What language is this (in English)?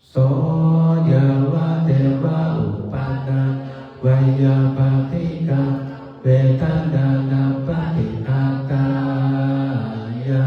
Pali